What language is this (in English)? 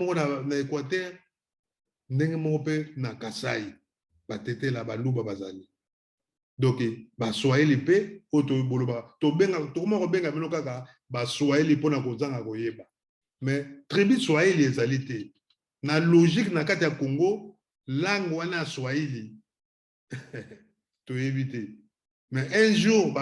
Lingala